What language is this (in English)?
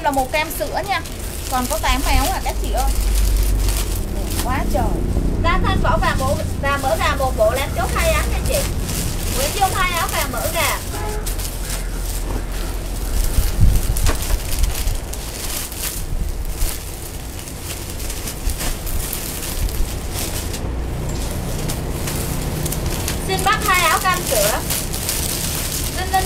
Vietnamese